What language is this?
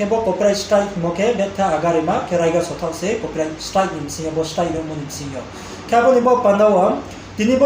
Riang (India)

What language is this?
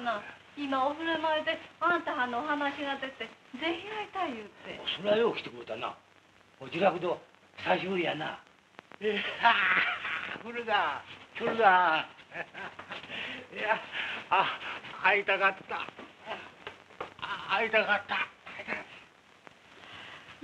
Japanese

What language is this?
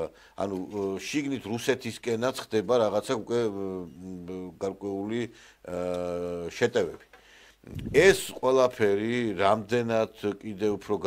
Georgian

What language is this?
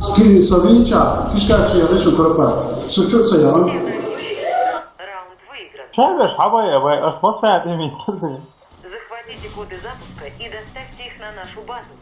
Chechen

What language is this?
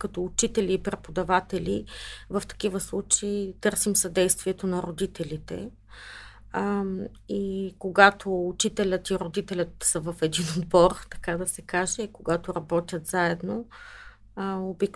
Bulgarian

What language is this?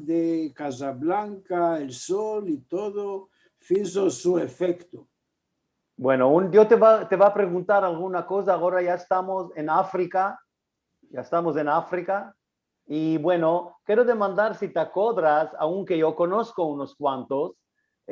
Ladino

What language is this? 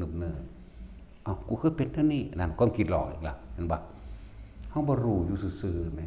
Northeastern Thai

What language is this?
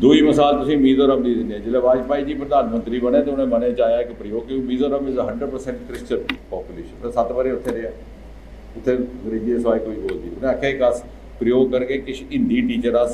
Dogri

